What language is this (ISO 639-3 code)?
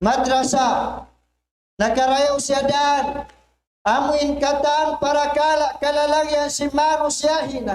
tsg